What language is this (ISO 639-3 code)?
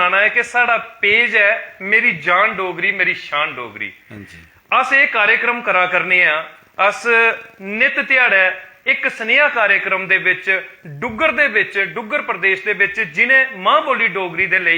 doi